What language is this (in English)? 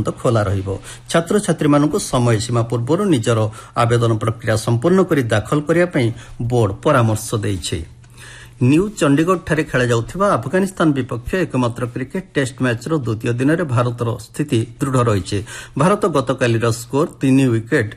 Odia